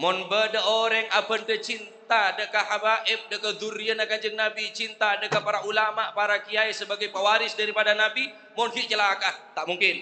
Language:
Madurese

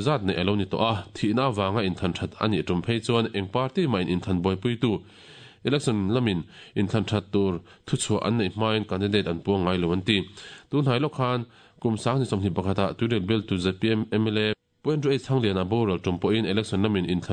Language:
Mizo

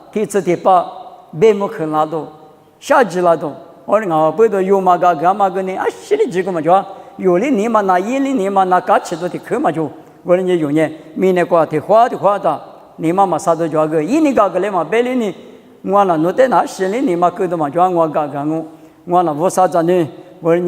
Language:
Lisu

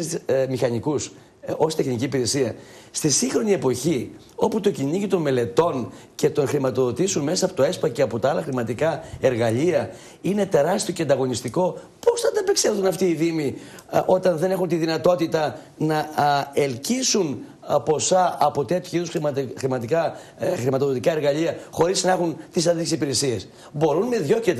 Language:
Greek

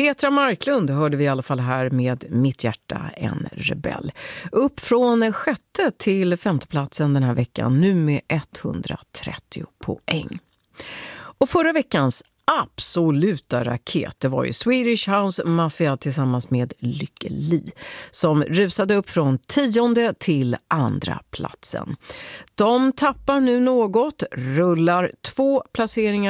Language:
Swedish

